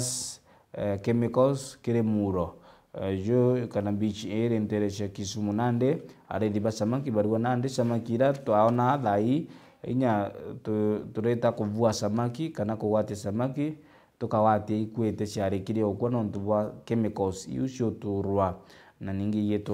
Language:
Meru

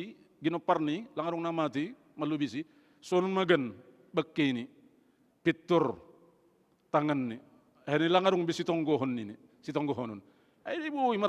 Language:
Batak Simalungun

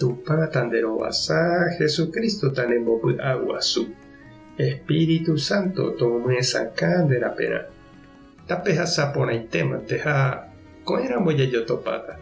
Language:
Guarani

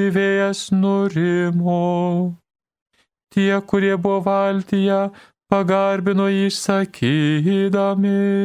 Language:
Lithuanian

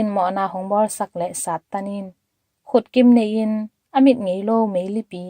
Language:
Tedim Chin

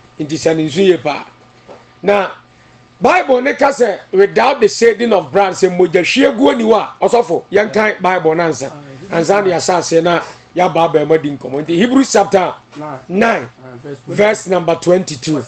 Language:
Akan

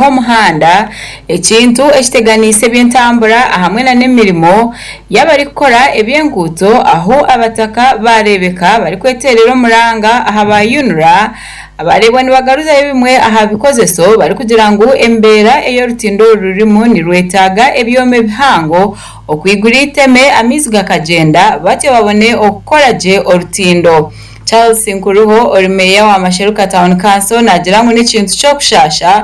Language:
Nyankole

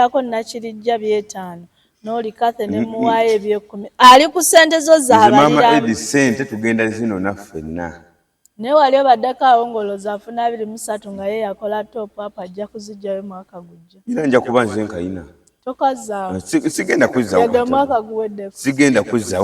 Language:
Ganda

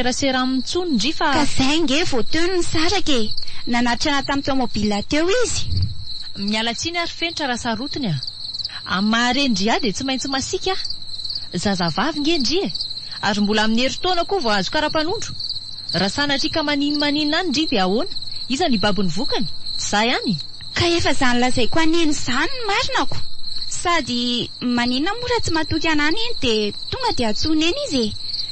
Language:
Malagasy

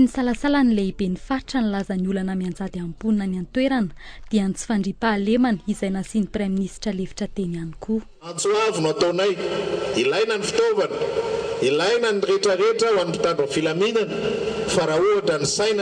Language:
Malagasy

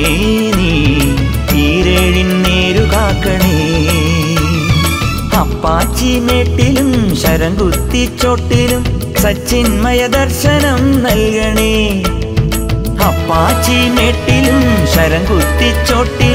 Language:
Malayalam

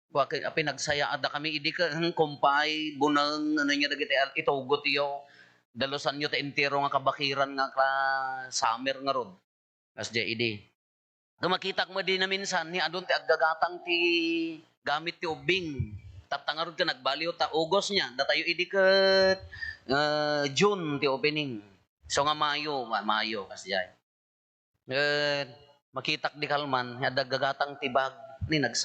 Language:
Iloko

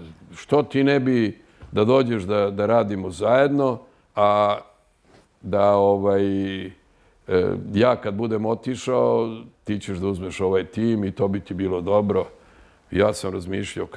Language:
Serbian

